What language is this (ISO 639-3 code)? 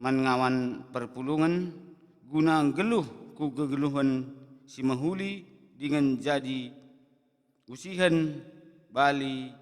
btx